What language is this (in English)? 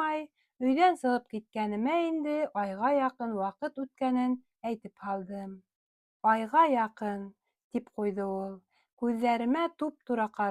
Bashkir